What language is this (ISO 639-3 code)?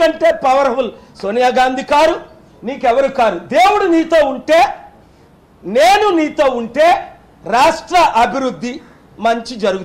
tel